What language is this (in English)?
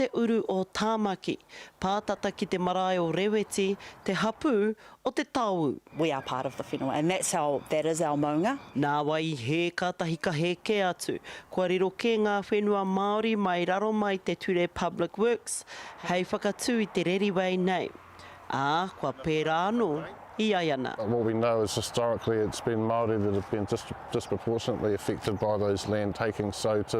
Māori